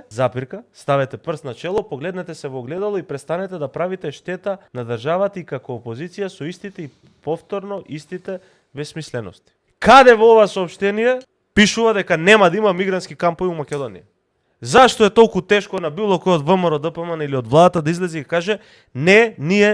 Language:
Macedonian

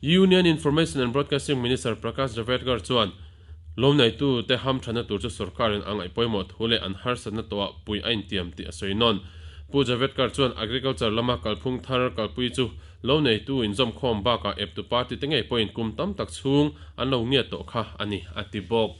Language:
Mizo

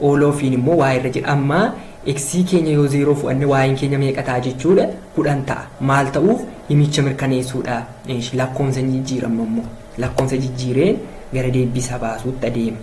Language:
Oromo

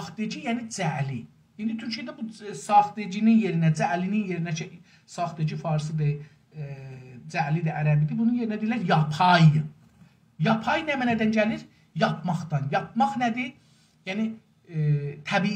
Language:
South Azerbaijani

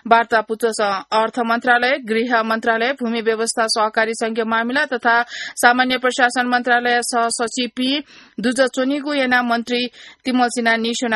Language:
Newari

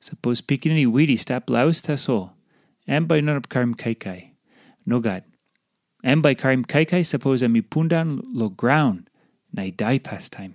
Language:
Tok Pisin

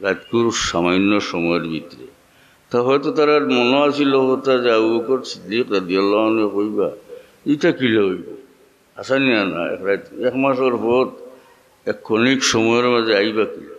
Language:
Sylheti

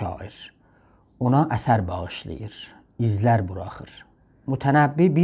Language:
South Azerbaijani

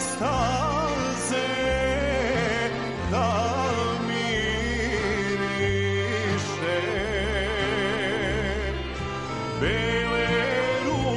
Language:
Serbian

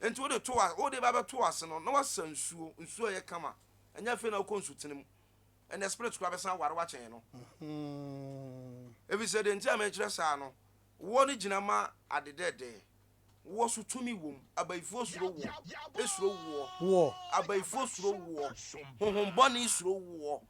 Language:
Akan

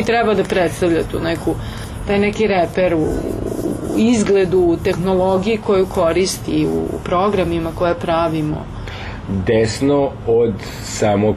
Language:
Serbian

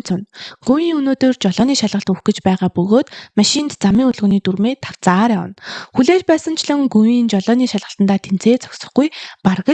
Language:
Mongolian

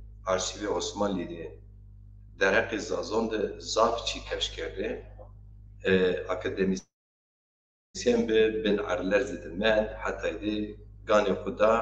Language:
Zaza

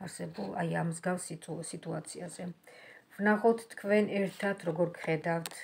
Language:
Georgian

